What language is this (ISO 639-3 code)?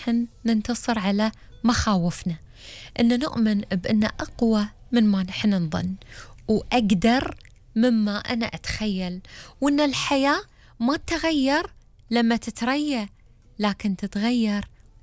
afb